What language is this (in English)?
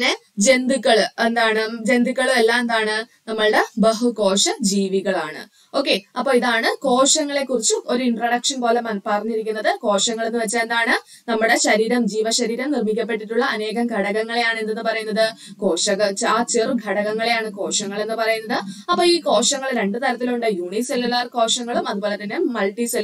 Malayalam